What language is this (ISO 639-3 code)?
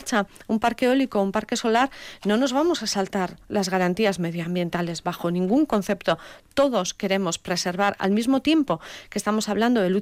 spa